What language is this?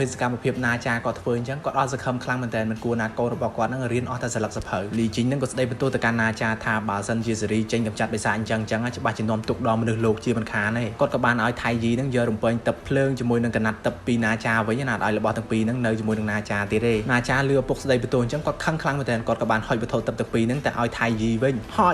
Khmer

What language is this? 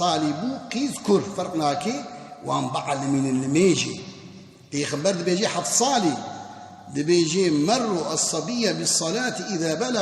Kurdish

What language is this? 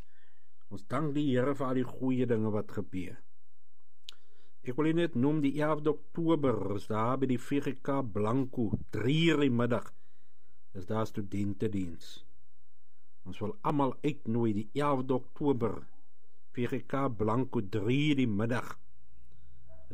Afrikaans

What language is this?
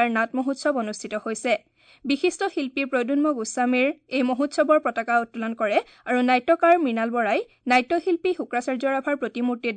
Assamese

